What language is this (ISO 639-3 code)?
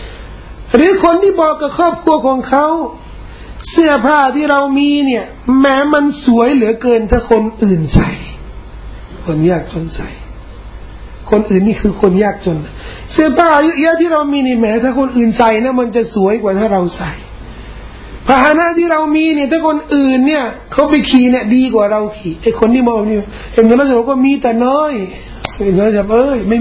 tha